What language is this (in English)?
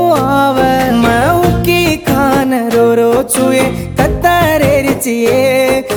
Lambadi